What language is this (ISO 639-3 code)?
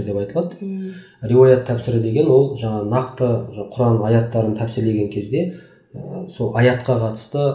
kaz